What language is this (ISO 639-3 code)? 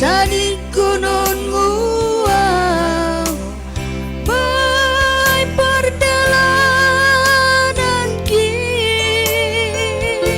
bts